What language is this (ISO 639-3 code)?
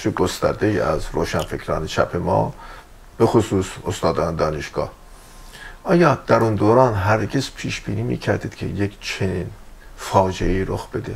fas